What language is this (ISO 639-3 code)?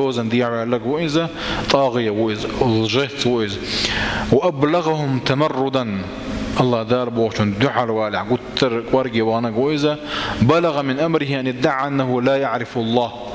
che